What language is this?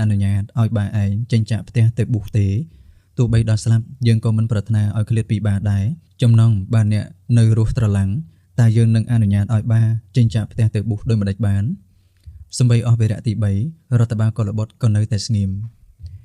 Khmer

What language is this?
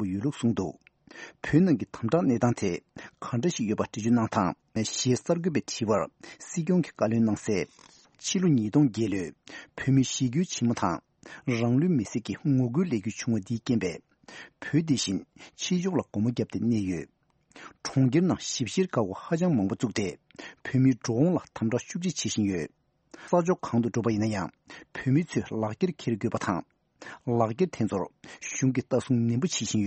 Tibetan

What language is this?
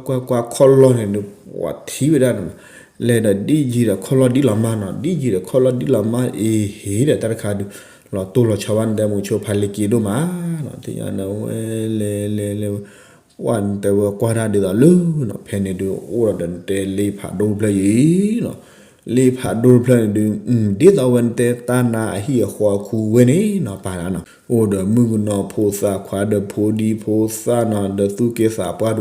S'gaw Karen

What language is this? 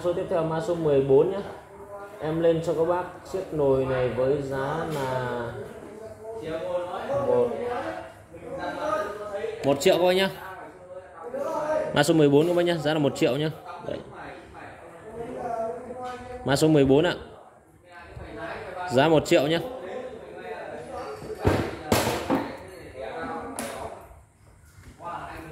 Vietnamese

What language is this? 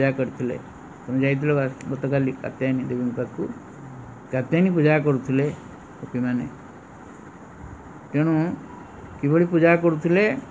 Odia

